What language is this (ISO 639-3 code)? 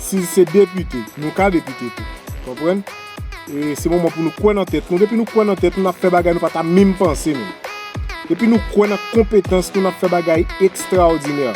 hat